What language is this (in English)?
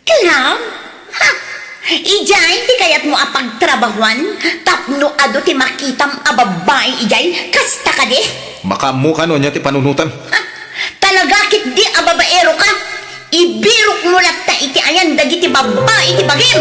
Iloko